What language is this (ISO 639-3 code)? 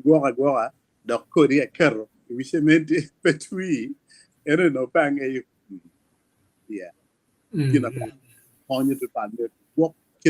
ach